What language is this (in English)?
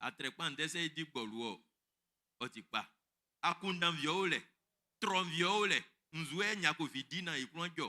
Baoulé